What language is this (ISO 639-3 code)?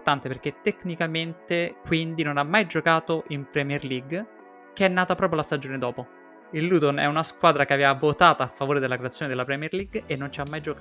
ita